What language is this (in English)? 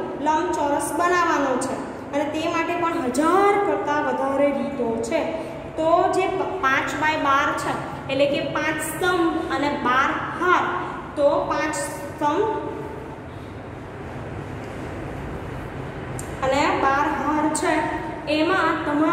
Gujarati